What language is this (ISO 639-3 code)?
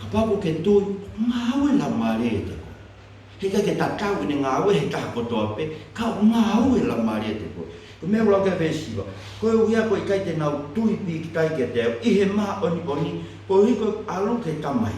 ton